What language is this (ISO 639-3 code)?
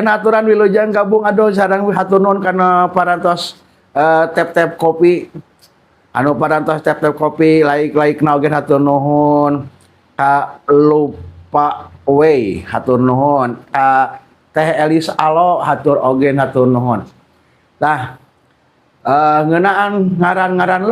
sun